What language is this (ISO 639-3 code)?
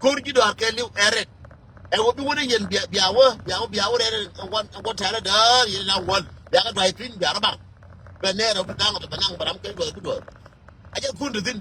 nus